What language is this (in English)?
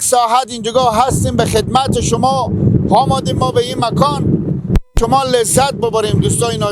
Persian